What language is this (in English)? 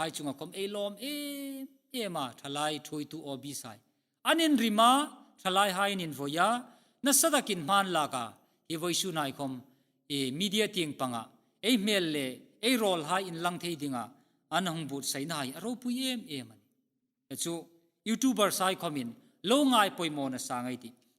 Hmar